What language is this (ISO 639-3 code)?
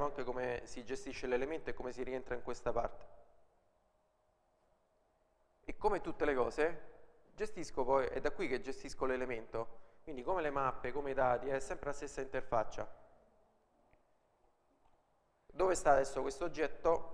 ita